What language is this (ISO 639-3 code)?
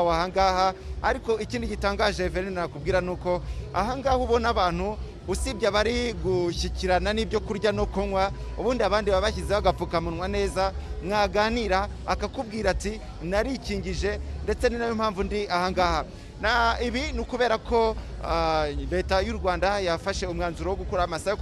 kin